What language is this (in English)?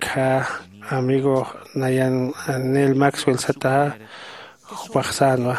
Aymara